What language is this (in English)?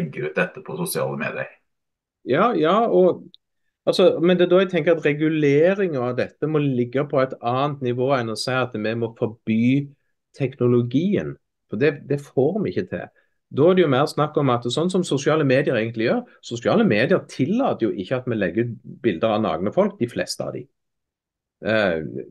Norwegian